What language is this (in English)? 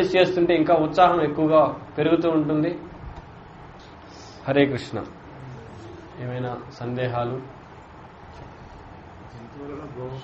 Telugu